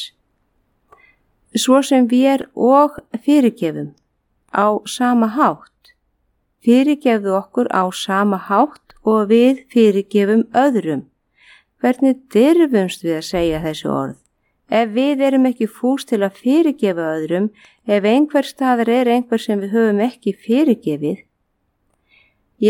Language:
Icelandic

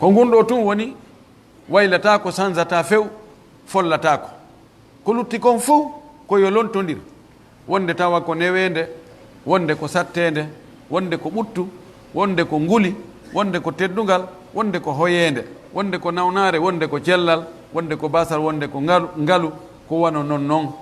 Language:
Pular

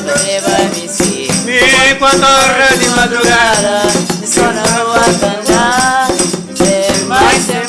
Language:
Kabuverdianu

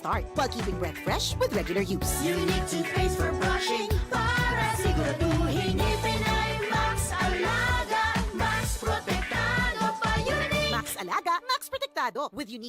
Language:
Bikol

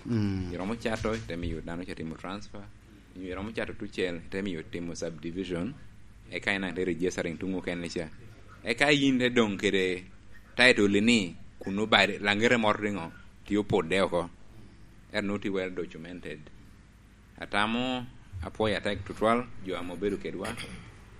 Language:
Lango (Uganda)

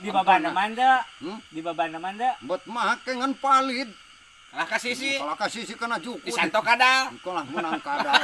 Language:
Sundanese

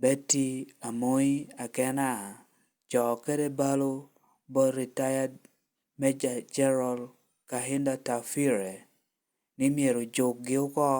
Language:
Lango (Uganda)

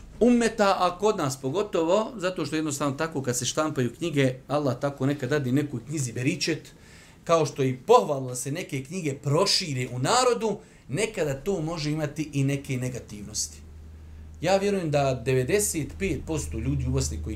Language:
Bosnian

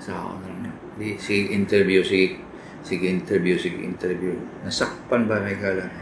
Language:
Cebuano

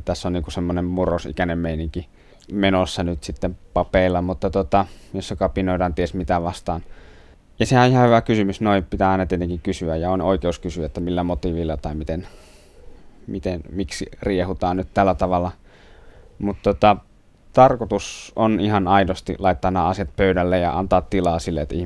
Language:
Finnish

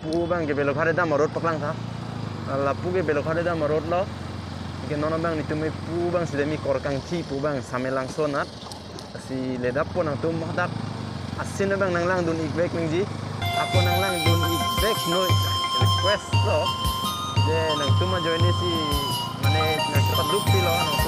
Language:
Karbi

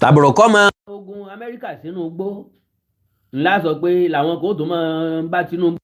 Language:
Yoruba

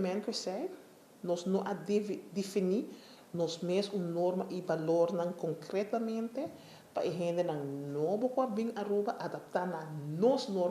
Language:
Papiamento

